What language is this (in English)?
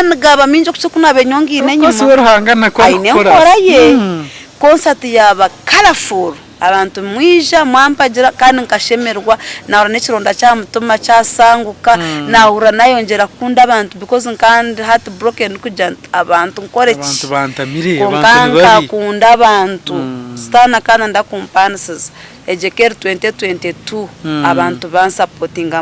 Nyankole